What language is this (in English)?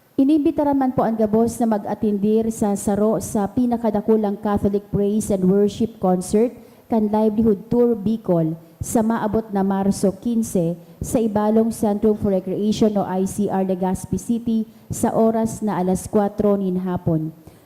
Bikol